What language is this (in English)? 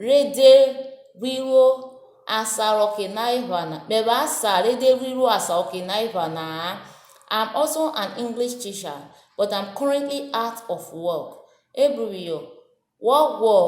Urhobo